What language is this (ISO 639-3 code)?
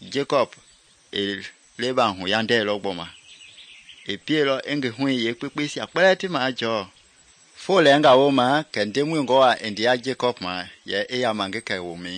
men